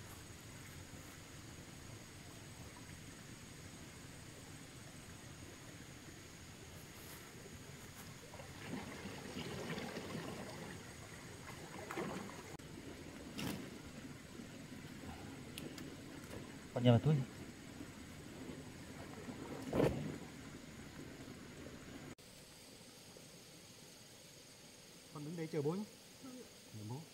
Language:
Vietnamese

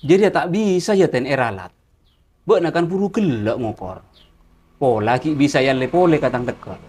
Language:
Madurese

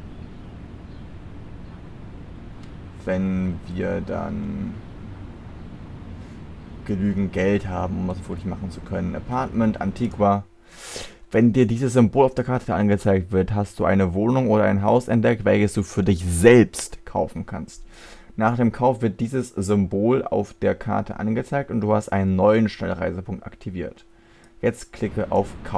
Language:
German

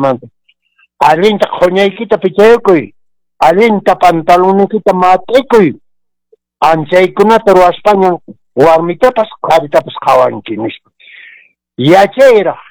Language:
Quechua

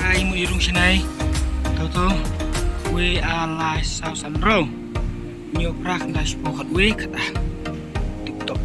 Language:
Khasi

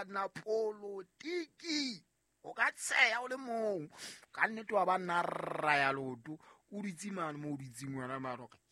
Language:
Southern Sotho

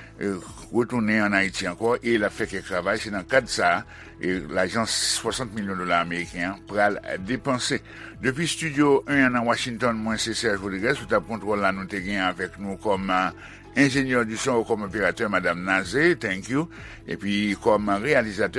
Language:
Haitian Creole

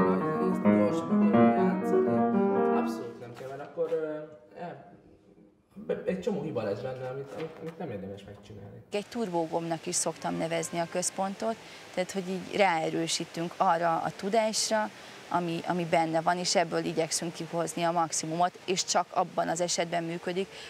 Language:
Hungarian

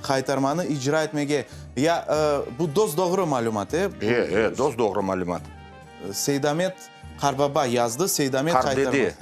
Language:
Crimean Tatar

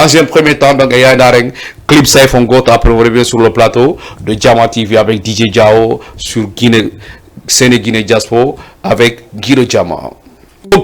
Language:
Fula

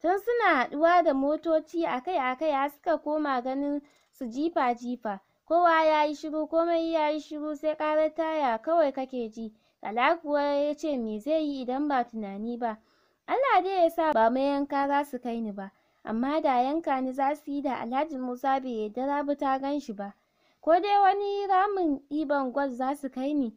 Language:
Hausa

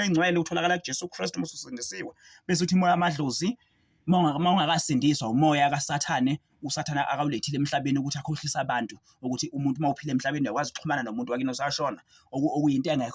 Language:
Zulu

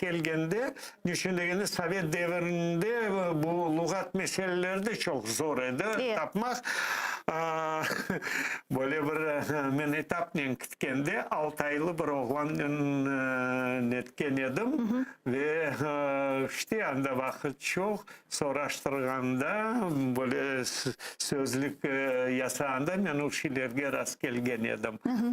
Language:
Crimean Tatar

